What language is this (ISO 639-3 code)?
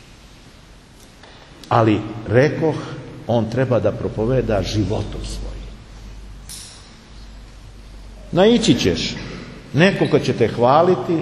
srp